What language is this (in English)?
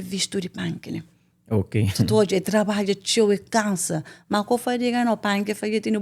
Kabuverdianu